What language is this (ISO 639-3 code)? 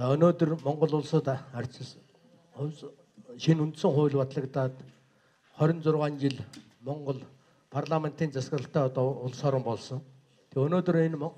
mon